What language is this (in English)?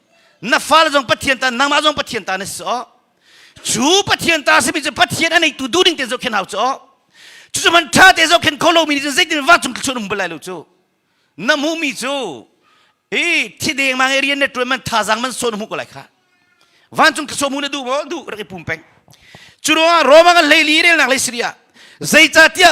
Hakha Chin